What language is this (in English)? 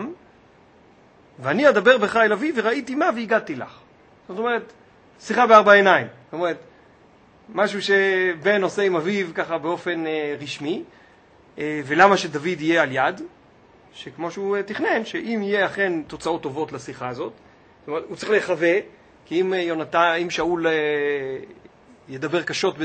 Hebrew